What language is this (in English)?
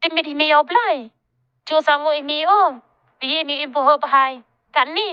Khasi